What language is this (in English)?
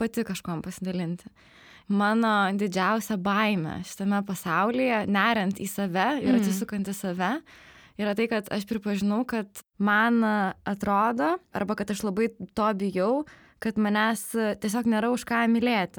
Lithuanian